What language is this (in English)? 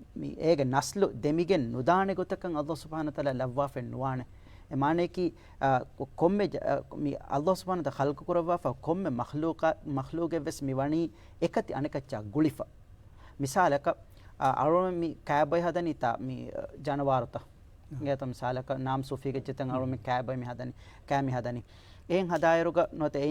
Divehi